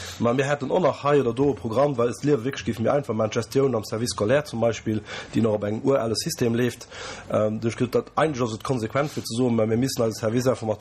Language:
Luxembourgish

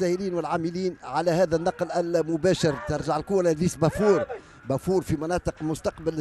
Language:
Tunisian Arabic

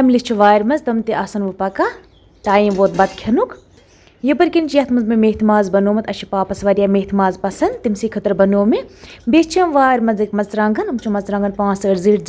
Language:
Kashmiri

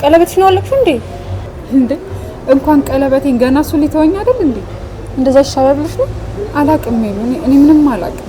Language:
Amharic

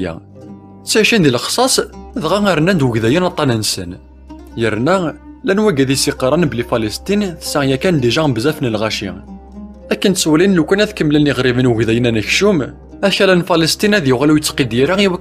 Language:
Kabyle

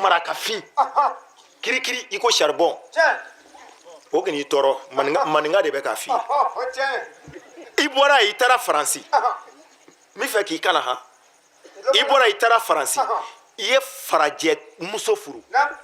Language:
Bambara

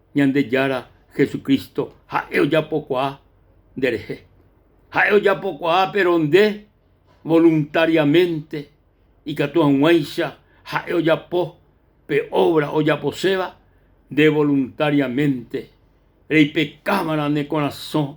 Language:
Guarani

